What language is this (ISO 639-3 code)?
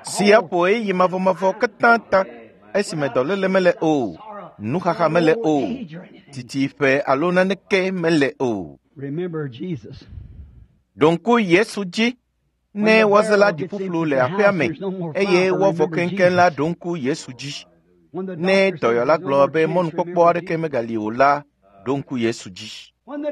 ewe